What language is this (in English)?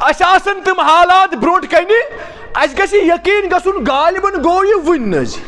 Kashmiri